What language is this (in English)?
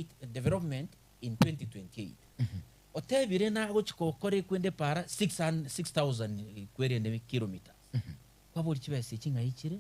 Gusii